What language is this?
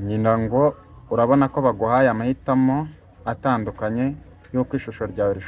Kinyarwanda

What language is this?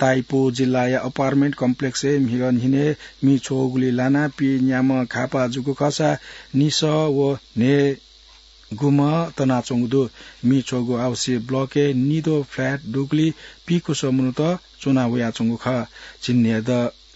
Newari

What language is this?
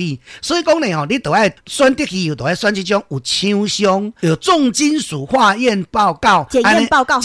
Min Nan Chinese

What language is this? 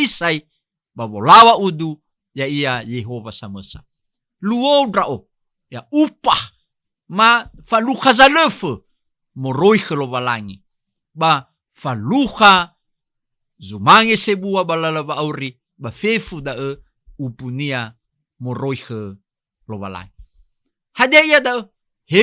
Nias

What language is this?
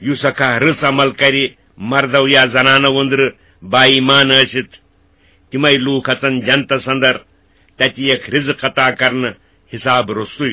Kashmiri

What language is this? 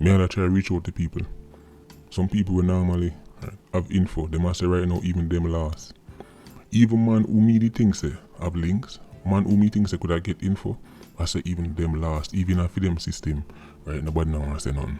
Jamaican Creole English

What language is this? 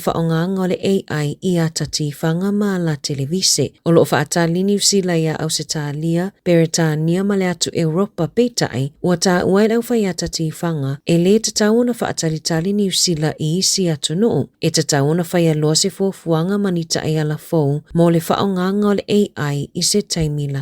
Samoan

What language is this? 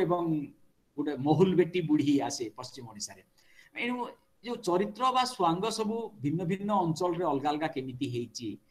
Odia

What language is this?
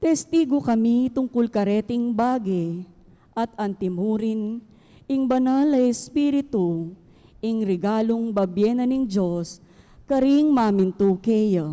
Pampanga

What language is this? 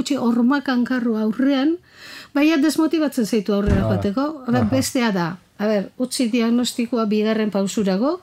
Basque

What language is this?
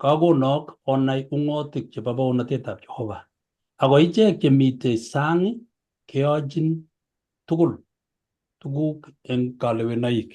Kalenjin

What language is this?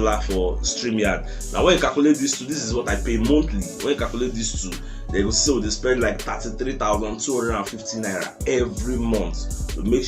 Nigerian Pidgin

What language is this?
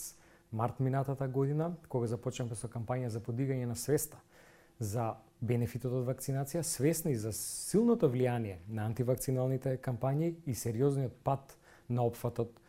Macedonian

